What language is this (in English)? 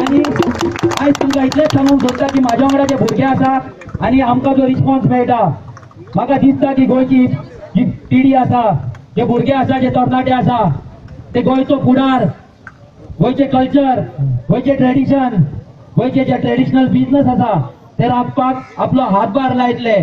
Konkani